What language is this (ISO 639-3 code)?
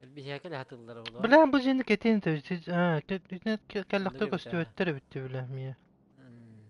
sah